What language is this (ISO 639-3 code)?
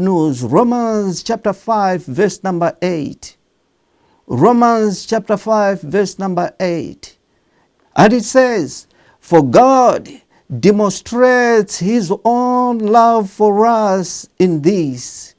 eng